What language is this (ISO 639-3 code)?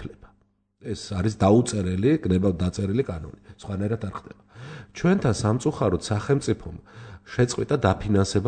kat